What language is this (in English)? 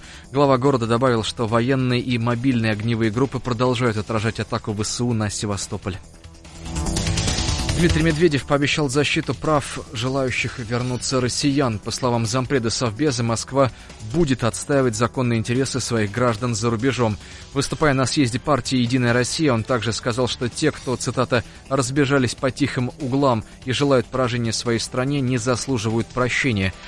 Russian